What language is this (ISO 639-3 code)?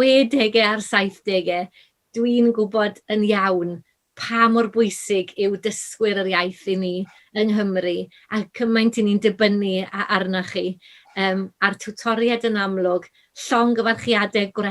cym